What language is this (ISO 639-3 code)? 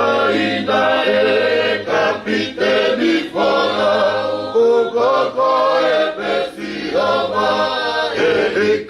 ton